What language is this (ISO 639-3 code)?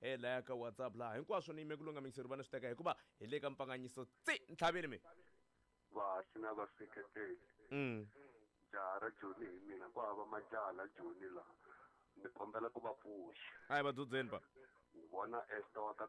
tso